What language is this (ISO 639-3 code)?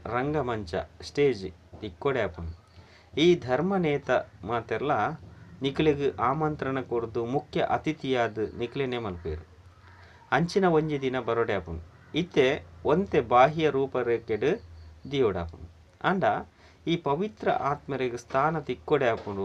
tcy